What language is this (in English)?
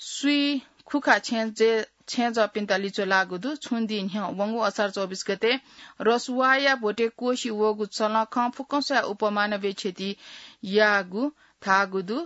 Newari